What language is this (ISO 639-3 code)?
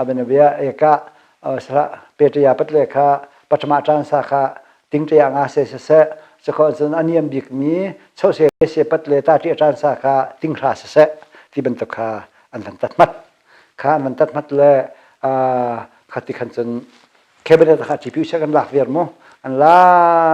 cnh